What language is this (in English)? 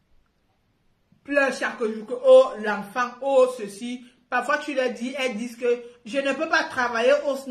French